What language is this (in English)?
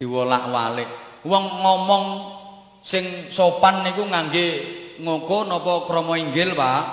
Javanese